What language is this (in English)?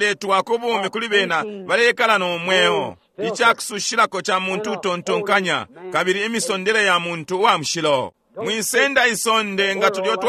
Bemba